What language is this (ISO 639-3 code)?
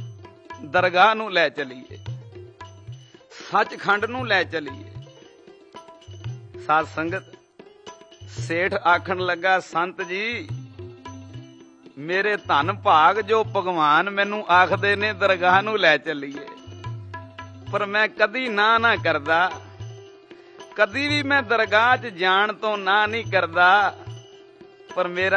pan